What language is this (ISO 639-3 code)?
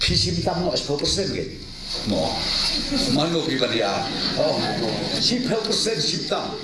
kha